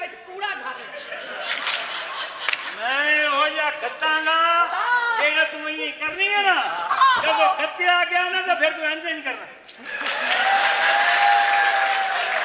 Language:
Punjabi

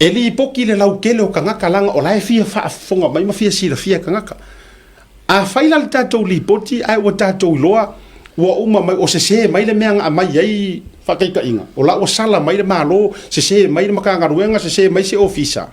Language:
Samoan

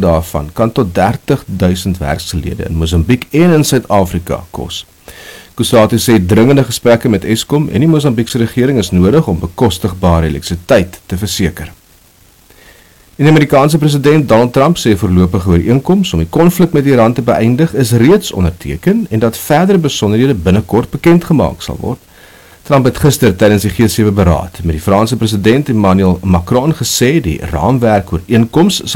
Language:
Afrikaans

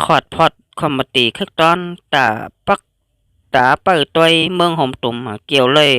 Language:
Shan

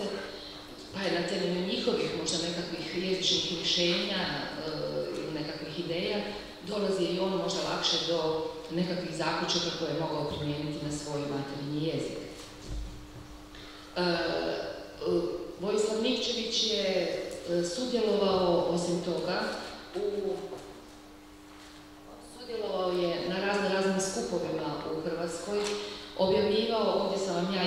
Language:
Croatian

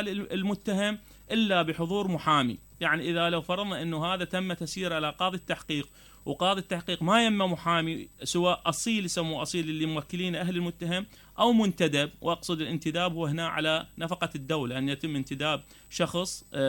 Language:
Mesopotamian Arabic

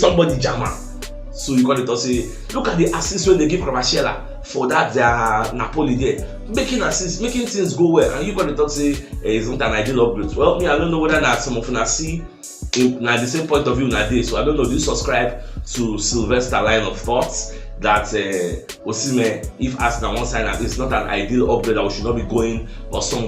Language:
Nigerian Pidgin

